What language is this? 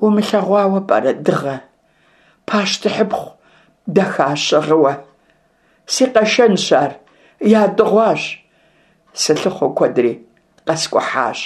Kabardian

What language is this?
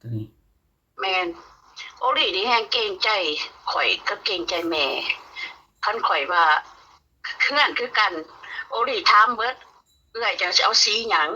Northeastern Thai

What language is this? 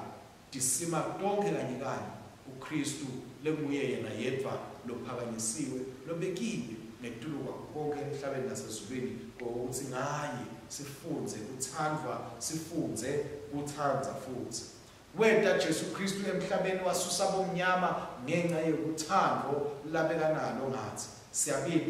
Swati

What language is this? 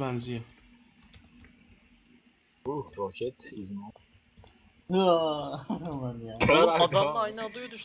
Turkish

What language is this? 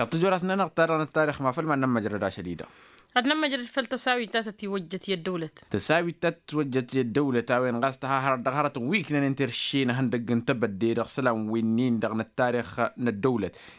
Tamasheq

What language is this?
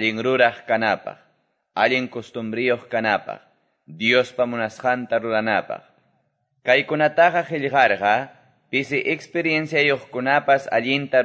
Quechua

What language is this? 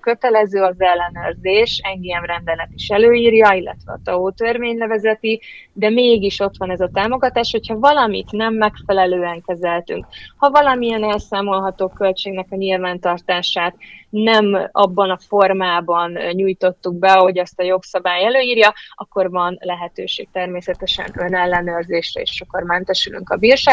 Hungarian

